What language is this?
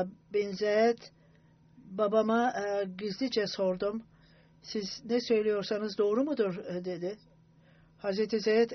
Turkish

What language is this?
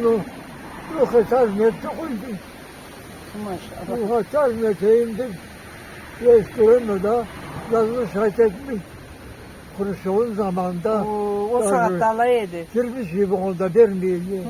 Karachay-Balkar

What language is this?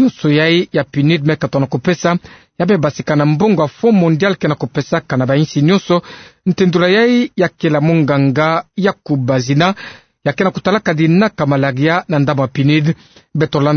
Kituba (Democratic Republic of Congo)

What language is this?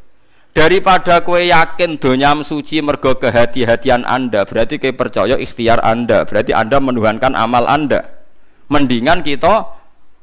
Javanese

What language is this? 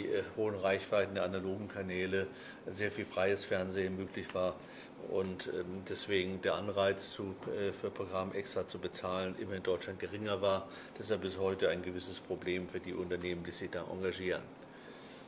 German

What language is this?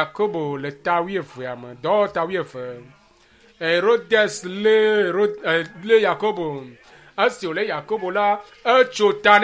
Ewe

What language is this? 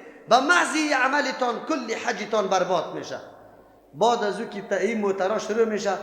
Persian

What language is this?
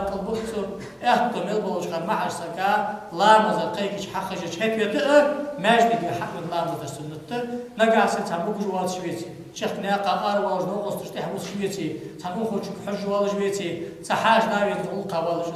Ingush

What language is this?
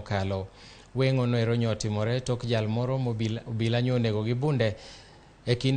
Luo (Kenya and Tanzania)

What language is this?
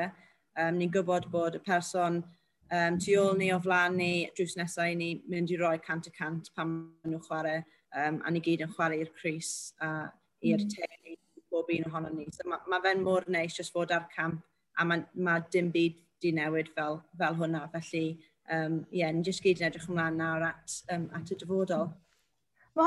Welsh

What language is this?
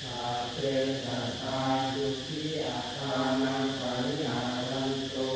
Pali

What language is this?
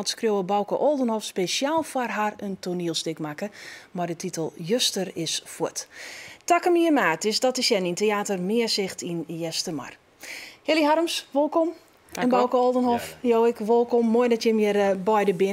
Western Frisian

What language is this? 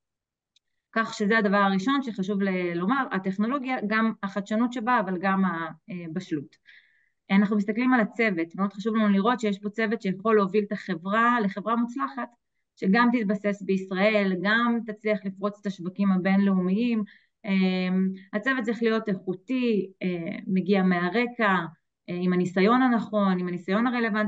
Hebrew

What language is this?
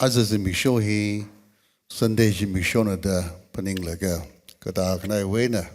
Tangkhul Naga (India)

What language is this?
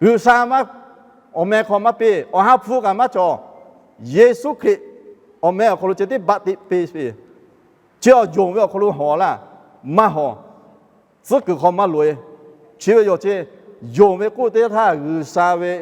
Lahu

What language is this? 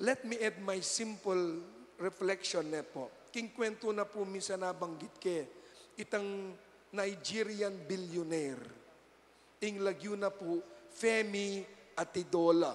Pampanga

